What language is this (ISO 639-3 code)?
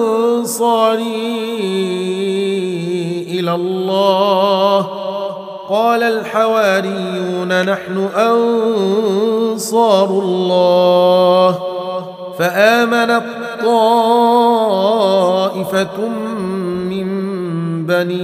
ara